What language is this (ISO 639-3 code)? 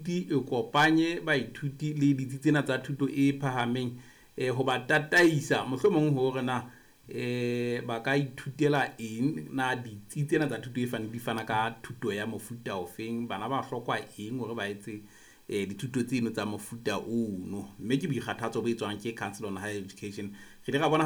sot